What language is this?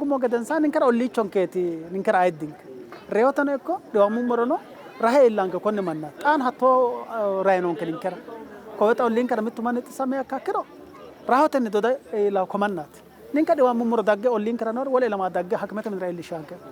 Sidamo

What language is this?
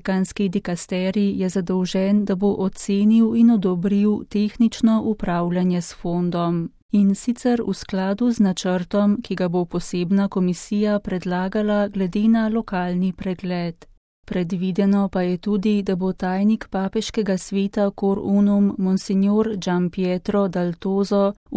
Slovenian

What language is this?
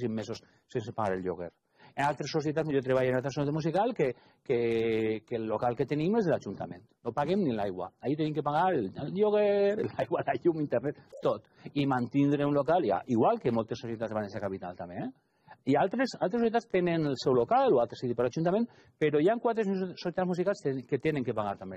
Catalan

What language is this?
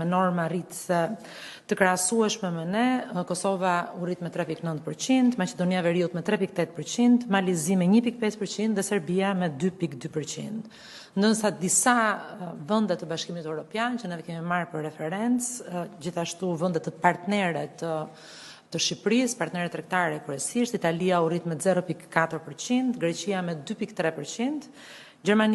Albanian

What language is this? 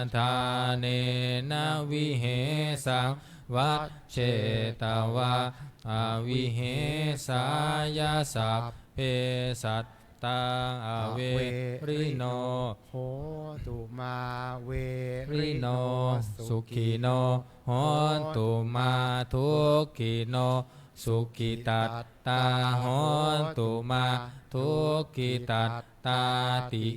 Pali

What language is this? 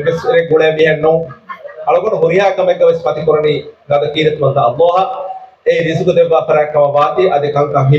Divehi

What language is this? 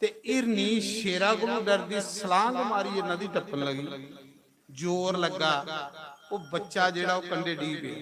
Dogri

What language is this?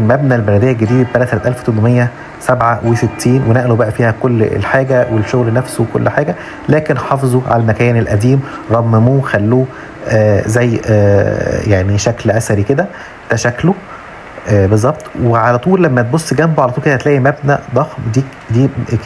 Egyptian Arabic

